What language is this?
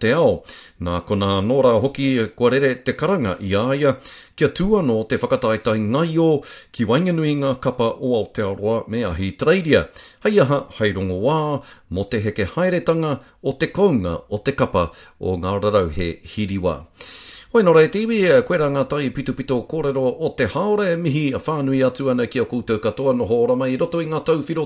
Māori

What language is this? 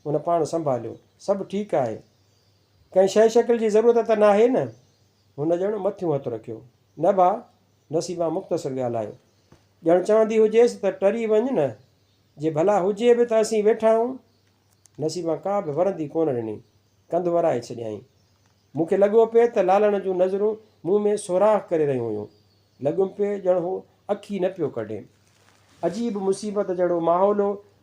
Sindhi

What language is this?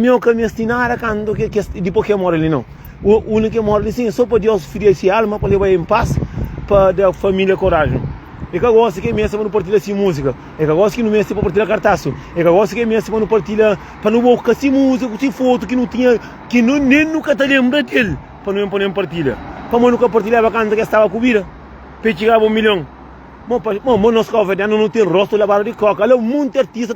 Kabuverdianu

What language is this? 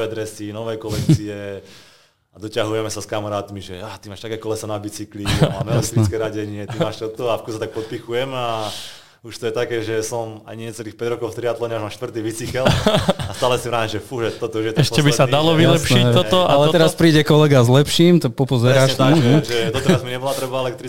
Slovak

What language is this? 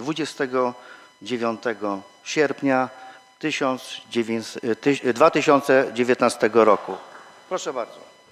Polish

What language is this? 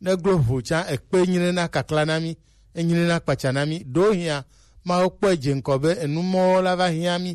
Gen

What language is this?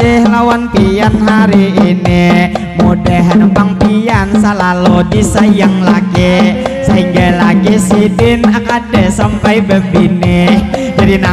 Banjar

